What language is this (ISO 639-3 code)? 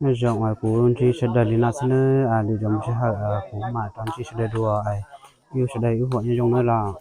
hmn